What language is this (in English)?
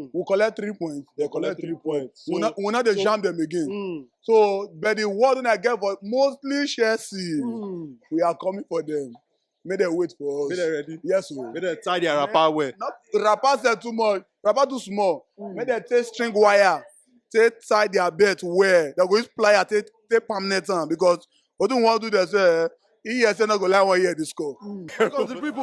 Nigerian Pidgin